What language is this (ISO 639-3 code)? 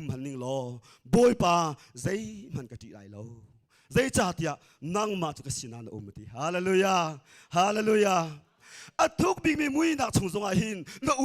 cnh